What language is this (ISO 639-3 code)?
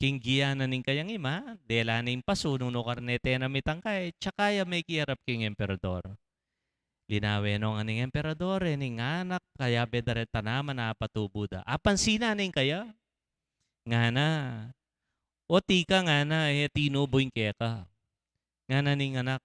pam